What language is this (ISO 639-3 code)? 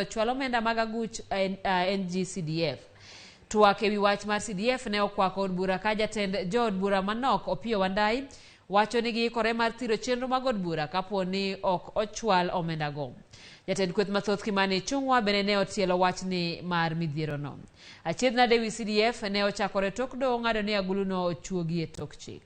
luo